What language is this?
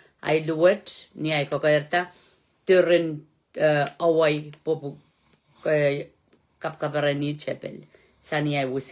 Pohnpeian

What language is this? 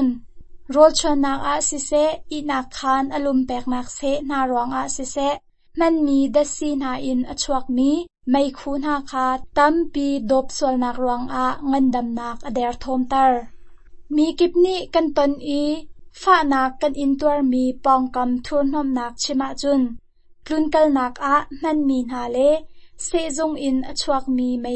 Hakha Chin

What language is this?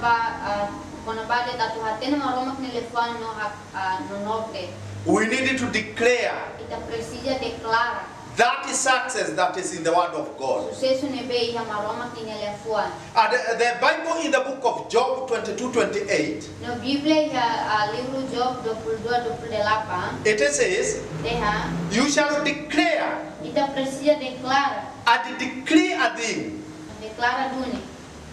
Tetum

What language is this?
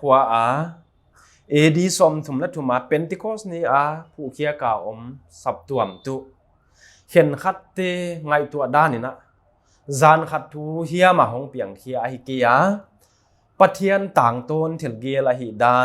Paite Chin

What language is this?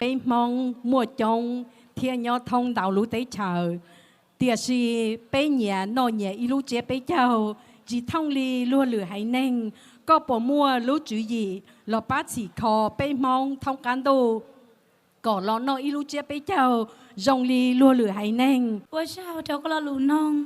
Hmong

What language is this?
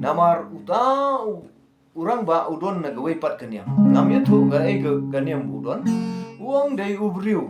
Khasi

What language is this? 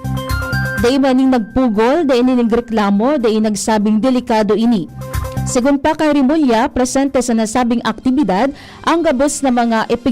Bikol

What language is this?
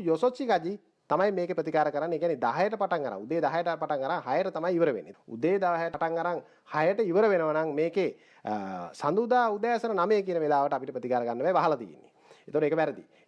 Sinhala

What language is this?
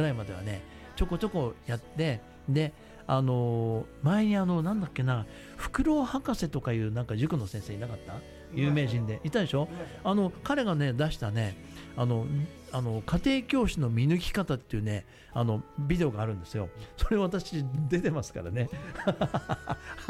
Japanese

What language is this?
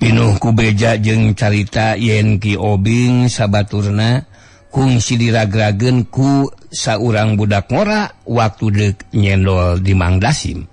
Sundanese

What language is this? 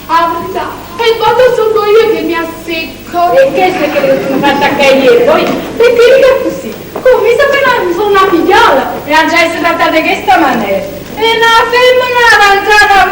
Neapolitan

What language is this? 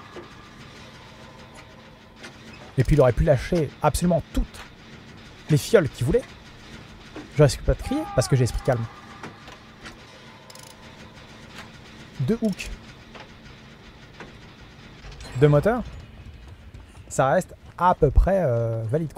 French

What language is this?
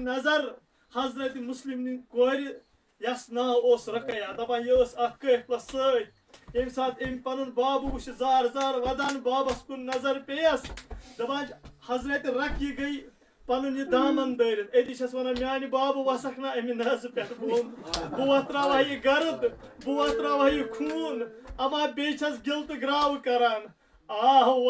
Kashmiri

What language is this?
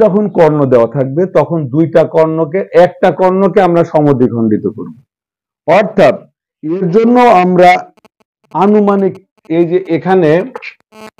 Bangla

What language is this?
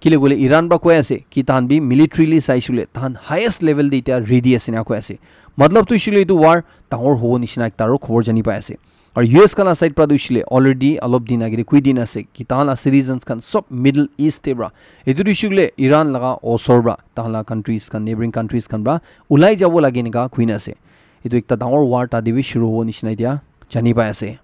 Naga Pidgin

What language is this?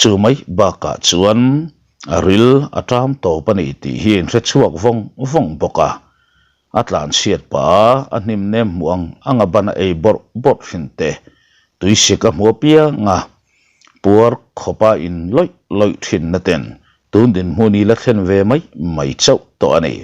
Mizo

